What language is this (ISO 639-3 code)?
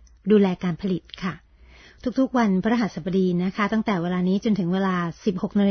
tha